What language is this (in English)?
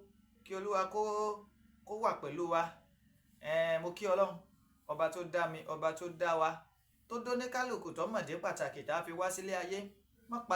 Yoruba